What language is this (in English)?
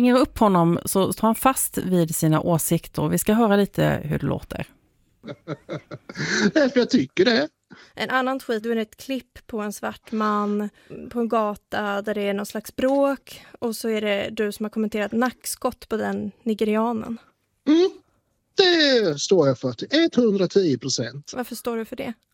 Swedish